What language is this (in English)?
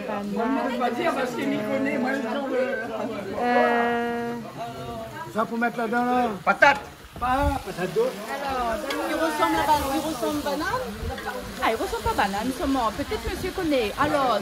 Réunion Creole French